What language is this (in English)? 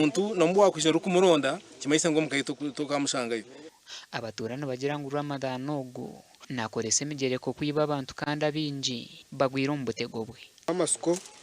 Nyankole